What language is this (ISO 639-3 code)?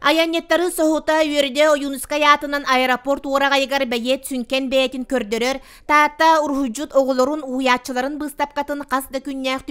sah